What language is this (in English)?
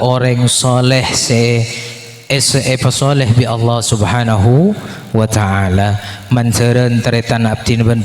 Madurese